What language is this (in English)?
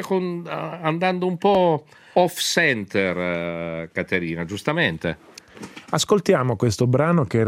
Italian